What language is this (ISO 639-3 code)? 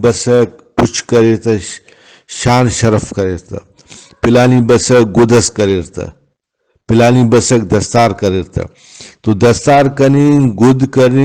brh